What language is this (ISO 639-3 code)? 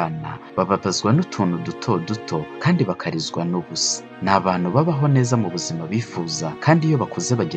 kin